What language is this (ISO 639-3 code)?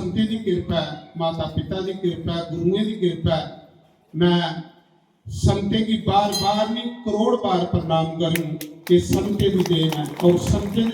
doi